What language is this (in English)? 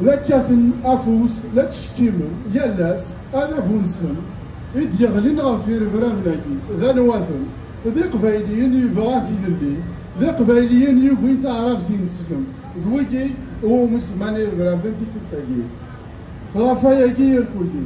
Kabyle